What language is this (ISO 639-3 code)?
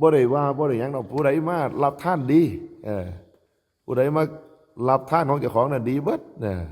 tts